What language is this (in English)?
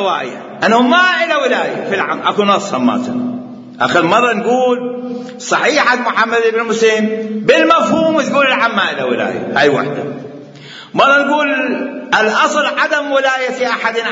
Mesopotamian Arabic